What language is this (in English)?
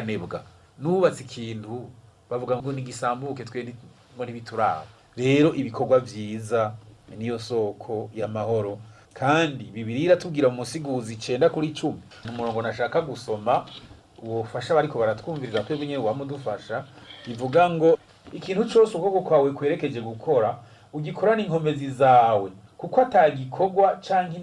Rundi